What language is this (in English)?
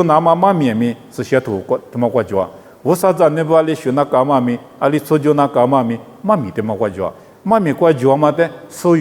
Lisu